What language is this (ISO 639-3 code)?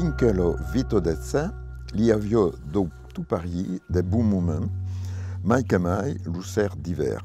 oci